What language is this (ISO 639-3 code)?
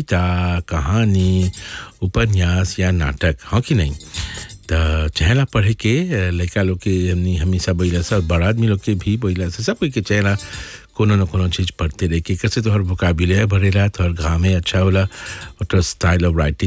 bho